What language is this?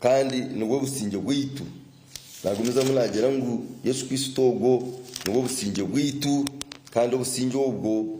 Nyankole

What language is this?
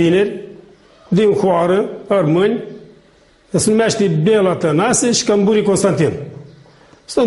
Aromanian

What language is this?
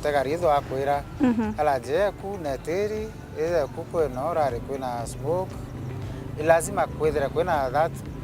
Meru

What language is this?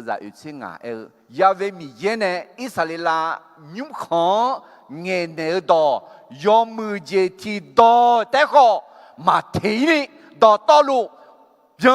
Akha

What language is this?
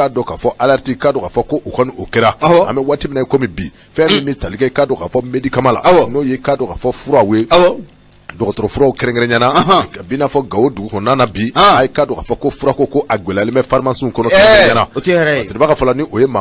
Bambara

